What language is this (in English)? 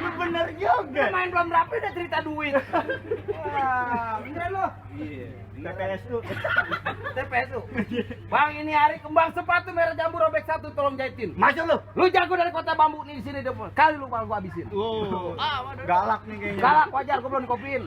Betawi